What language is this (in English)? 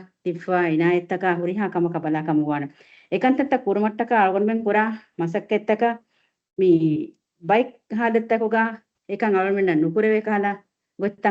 Divehi